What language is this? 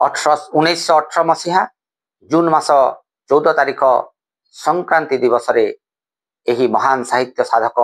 Odia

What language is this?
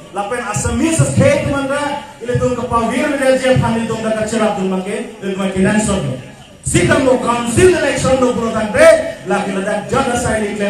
Karbi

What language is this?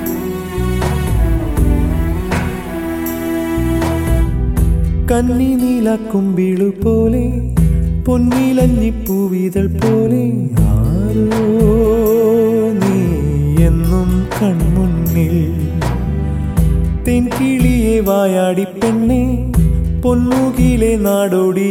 Malayalam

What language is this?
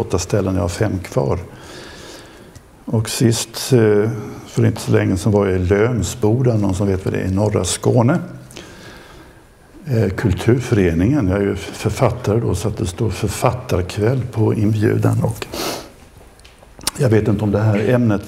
Swedish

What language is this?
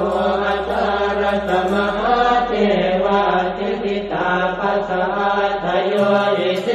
Pali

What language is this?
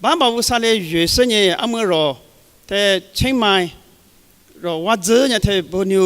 Lisu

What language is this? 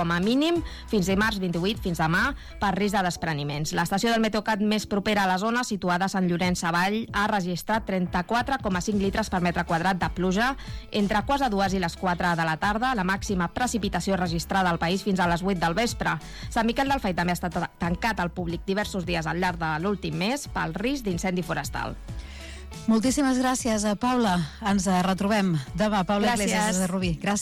Catalan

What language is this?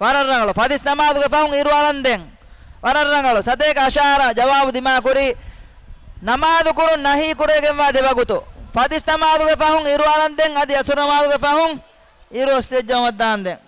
Divehi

